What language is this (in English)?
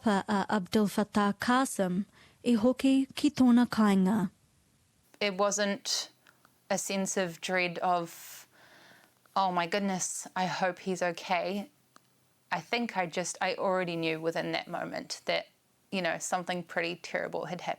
Māori